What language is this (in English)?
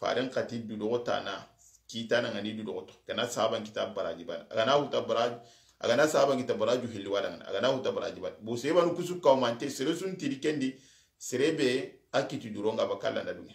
Soninke